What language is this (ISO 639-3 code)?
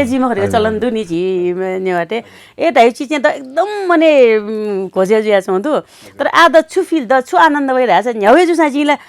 new